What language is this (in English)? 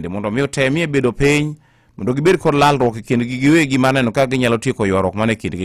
Luo (Kenya and Tanzania)